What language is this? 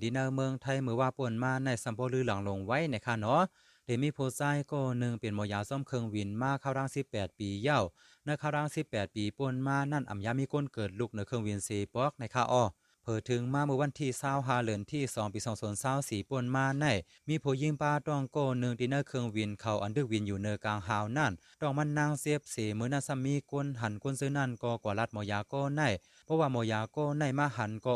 Shan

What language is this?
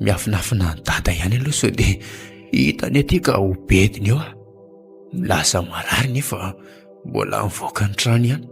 Malagasy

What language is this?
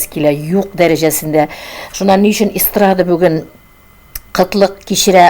Tatar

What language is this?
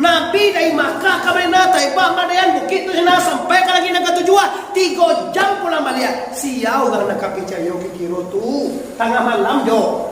Minangkabau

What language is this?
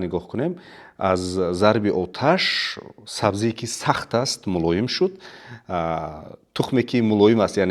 Tajik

